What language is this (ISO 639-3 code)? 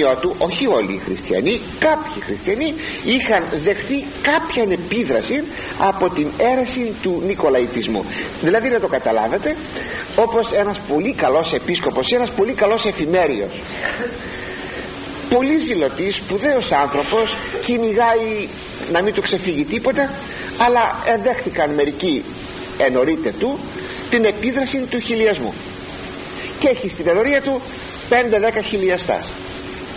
ell